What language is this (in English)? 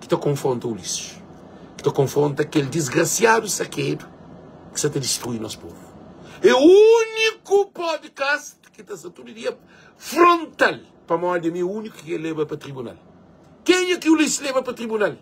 Kabuverdianu